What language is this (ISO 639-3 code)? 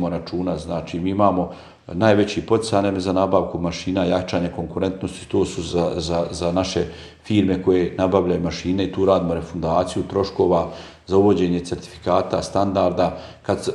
bos